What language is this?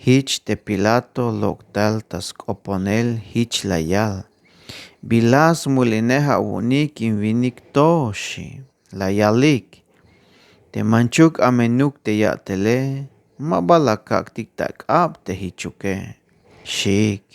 Tzeltal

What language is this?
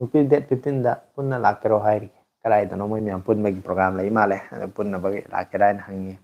Manipuri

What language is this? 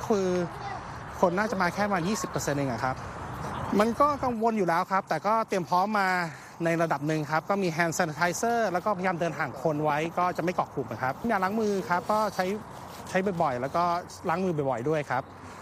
Thai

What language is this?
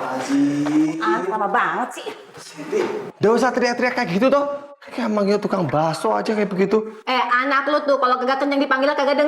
Betawi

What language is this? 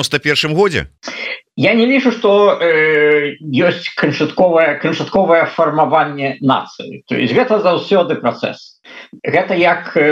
Belarusian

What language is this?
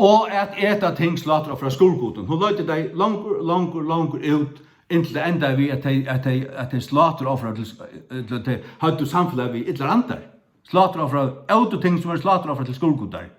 Faroese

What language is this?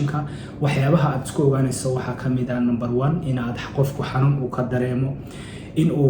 Somali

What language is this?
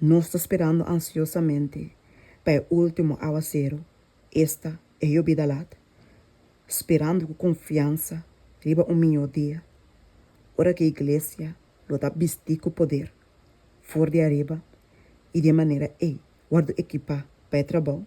Papiamento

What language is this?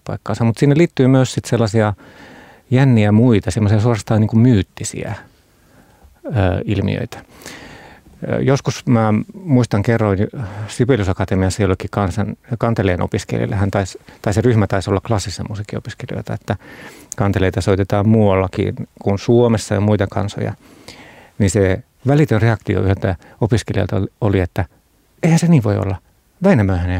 Finnish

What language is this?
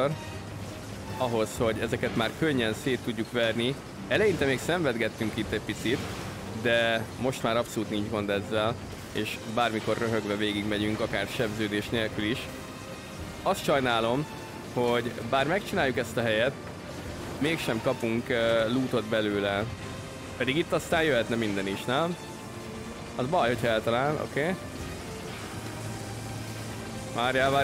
Hungarian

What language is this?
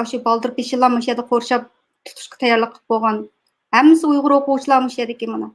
Uyghur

